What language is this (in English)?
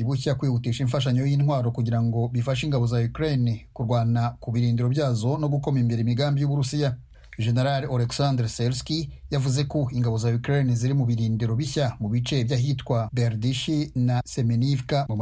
Kinyarwanda